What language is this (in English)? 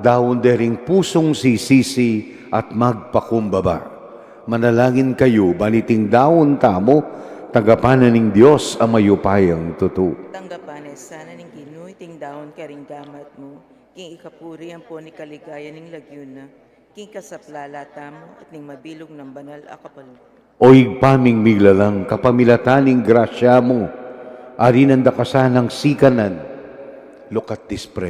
Pampanga